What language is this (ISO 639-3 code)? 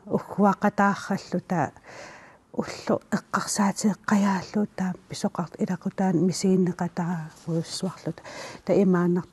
kal